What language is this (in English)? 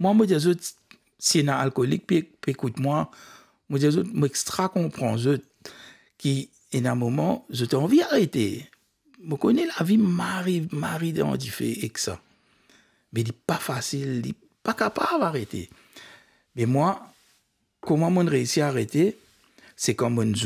Morisyen